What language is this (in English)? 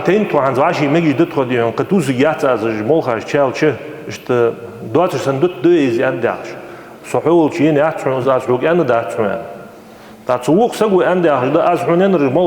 Ingush